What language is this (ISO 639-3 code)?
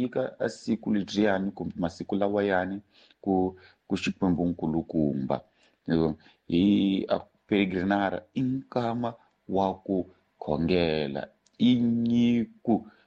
tso